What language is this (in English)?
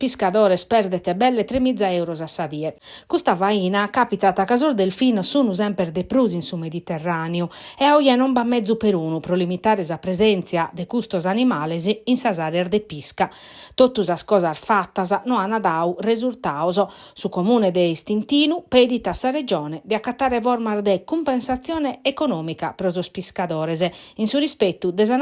Sardinian